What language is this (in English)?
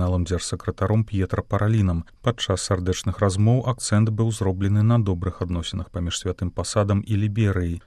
Belarusian